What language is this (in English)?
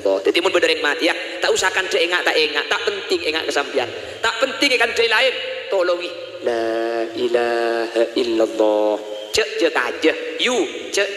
Madurese